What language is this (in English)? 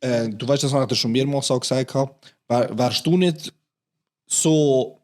Swiss German